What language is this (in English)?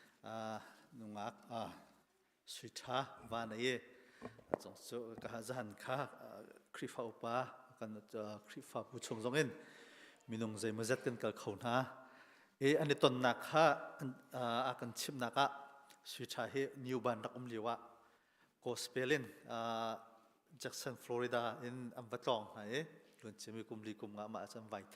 Hakha Chin